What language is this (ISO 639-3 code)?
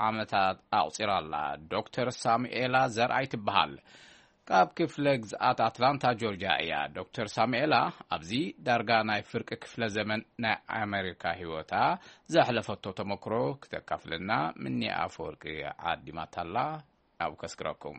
tir